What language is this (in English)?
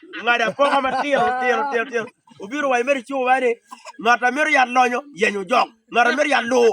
Acoli